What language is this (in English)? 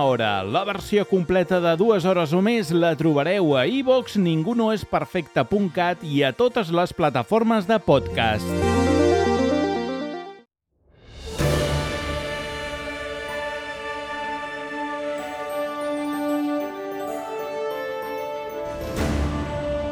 Catalan